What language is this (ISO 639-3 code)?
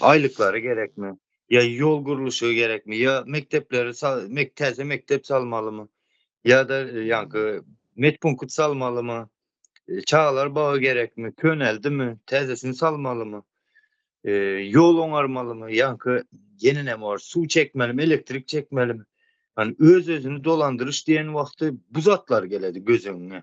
tuk